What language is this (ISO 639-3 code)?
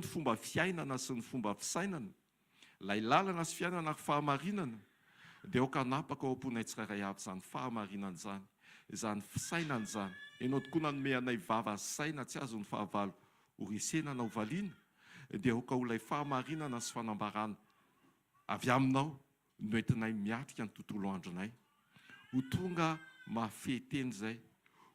mlg